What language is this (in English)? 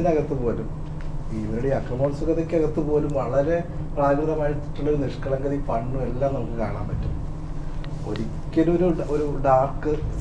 Malayalam